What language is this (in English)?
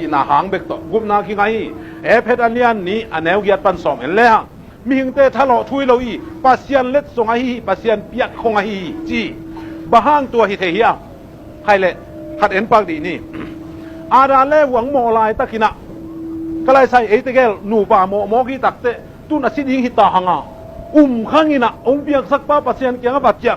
Tedim Chin